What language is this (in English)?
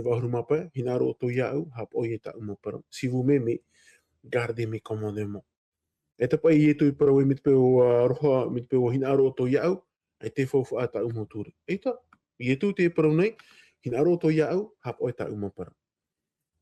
Tahitian